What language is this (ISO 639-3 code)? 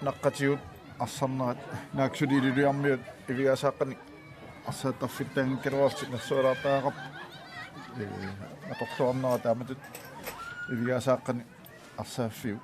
kal